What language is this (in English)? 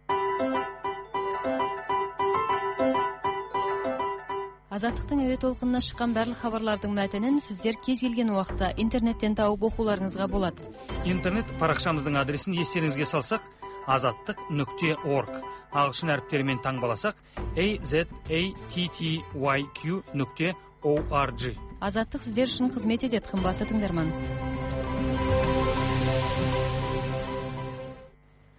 Kazakh